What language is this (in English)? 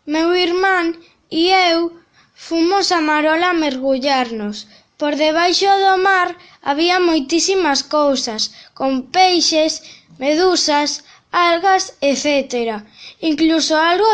Galician